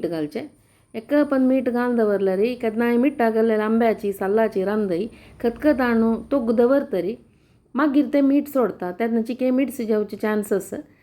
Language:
Konkani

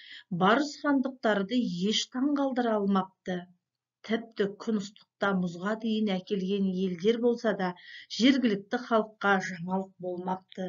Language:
Kazakh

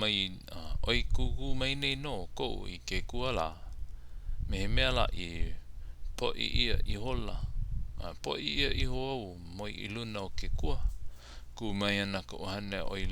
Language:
Hawaiian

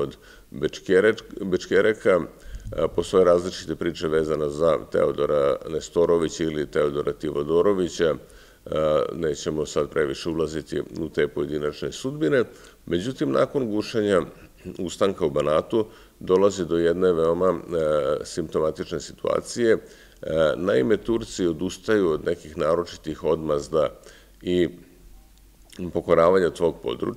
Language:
Serbian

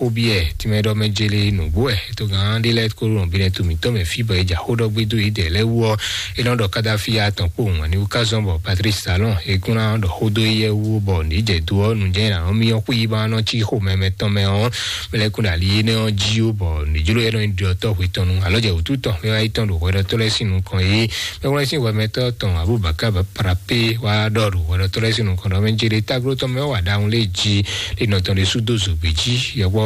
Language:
Fon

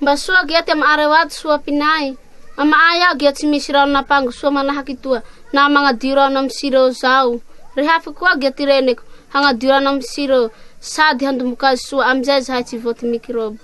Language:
Malagasy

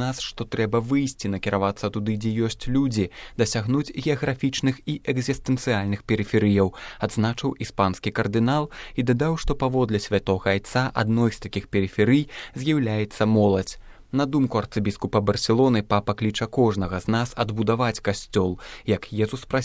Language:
Belarusian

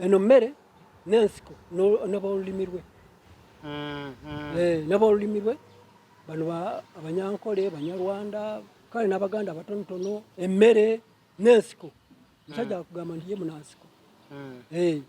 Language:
Ganda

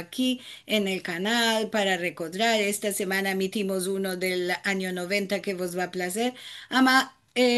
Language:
Ladino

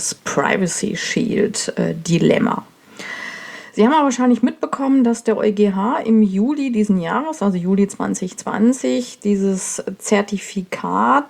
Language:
German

